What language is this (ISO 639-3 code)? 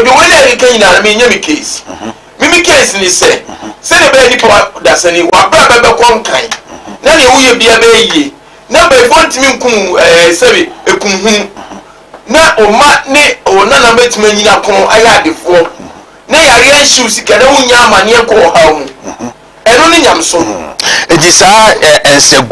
aka